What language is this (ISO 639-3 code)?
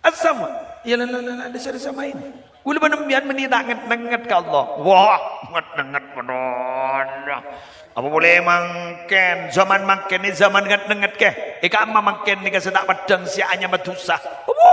mad